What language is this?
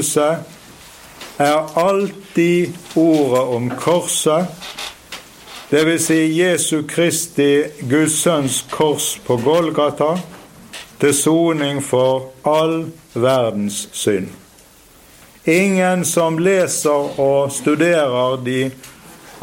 Norwegian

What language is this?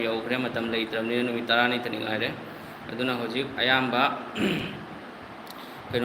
Manipuri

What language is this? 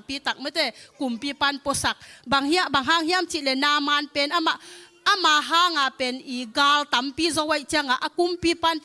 Tedim Chin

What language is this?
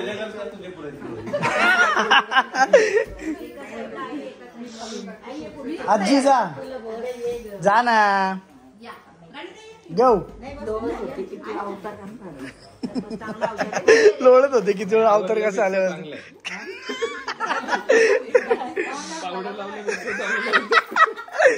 Marathi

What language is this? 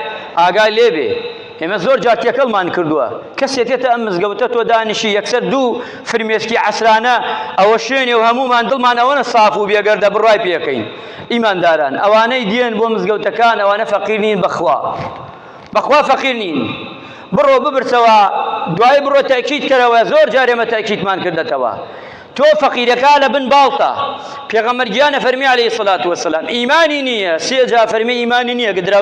Central Kurdish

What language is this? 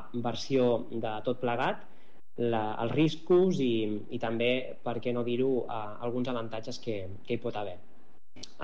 Catalan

